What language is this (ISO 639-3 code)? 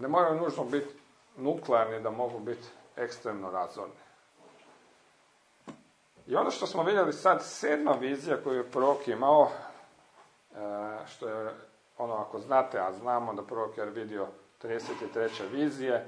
hrv